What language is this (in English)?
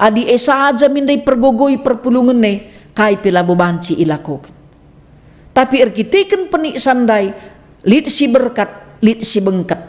Batak Karo